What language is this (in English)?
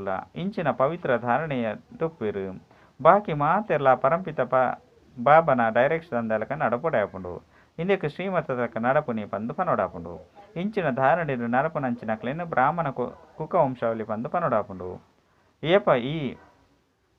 Tulu